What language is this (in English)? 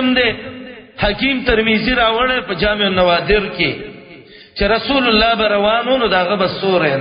Pashto